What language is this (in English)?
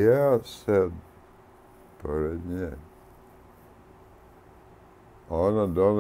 Serbian